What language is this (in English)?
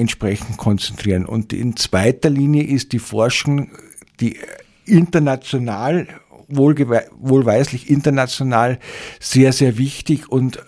German